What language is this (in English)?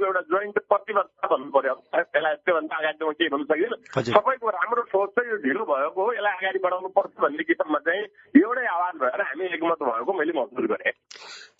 Nepali